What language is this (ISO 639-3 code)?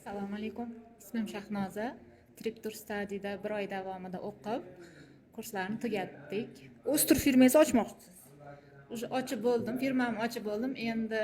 uzb